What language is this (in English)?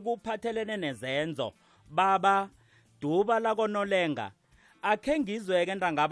South Ndebele